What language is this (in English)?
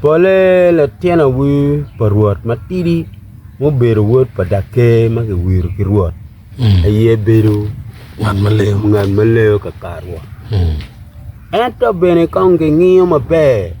Acoli